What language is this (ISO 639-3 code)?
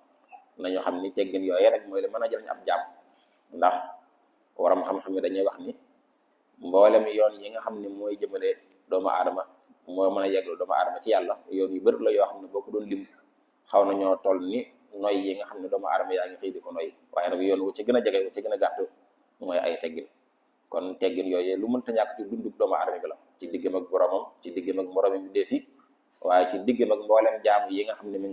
wol